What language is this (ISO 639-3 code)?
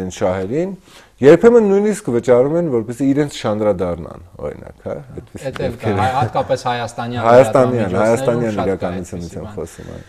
hye